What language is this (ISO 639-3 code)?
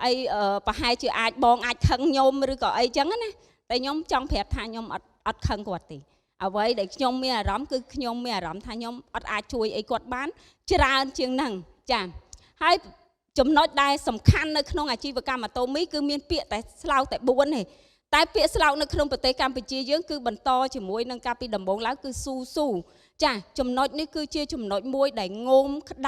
khm